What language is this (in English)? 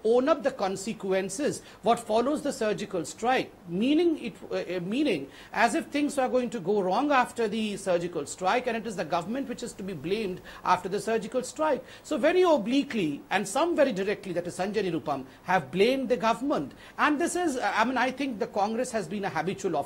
English